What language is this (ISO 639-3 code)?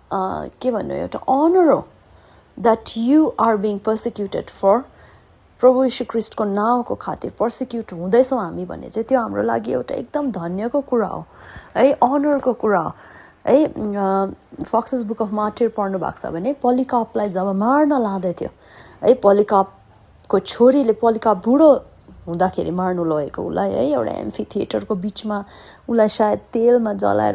nep